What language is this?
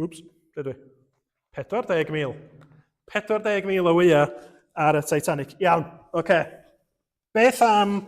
Welsh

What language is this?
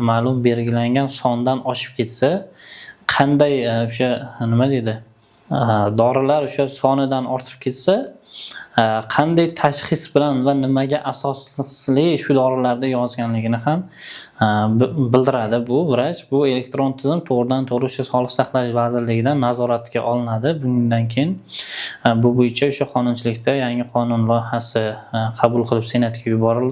Uzbek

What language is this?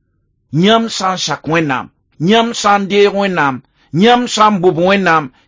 Mossi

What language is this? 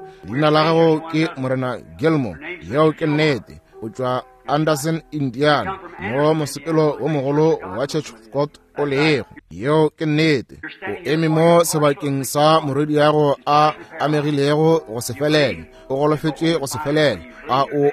Northern Sotho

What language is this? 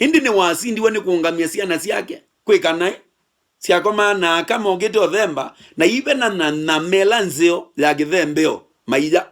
Kamba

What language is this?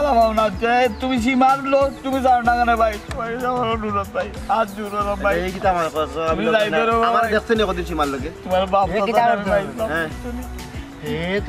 Sylheti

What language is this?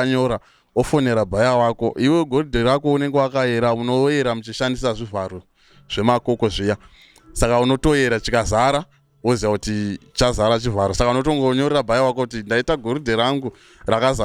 Shona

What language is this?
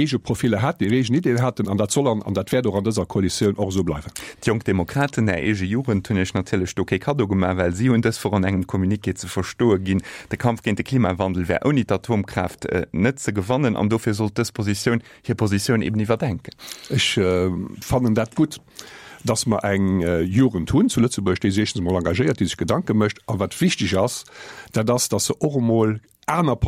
Luxembourgish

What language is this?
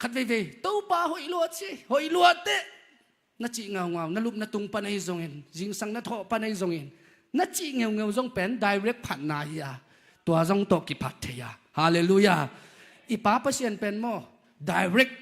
Tedim Chin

